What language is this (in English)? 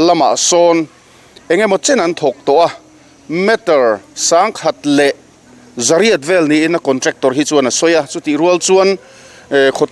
Mizo